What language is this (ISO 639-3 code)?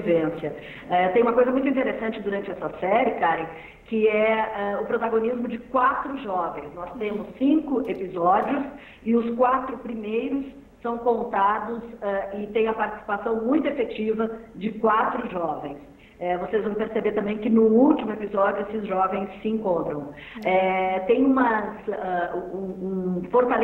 por